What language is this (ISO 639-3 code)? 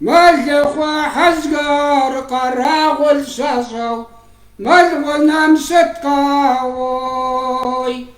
kbd